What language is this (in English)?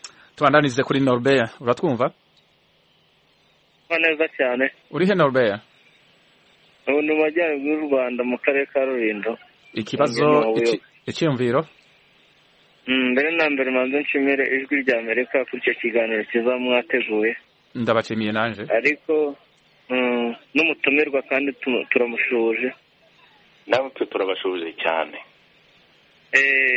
Kinyarwanda